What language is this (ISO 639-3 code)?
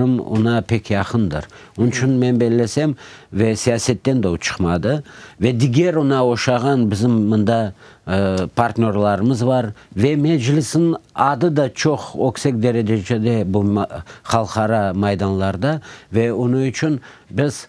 crh